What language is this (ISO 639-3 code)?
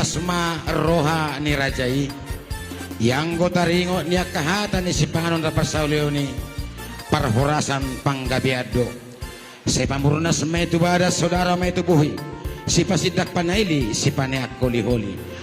bbc